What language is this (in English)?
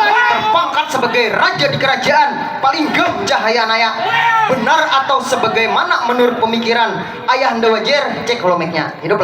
Banjar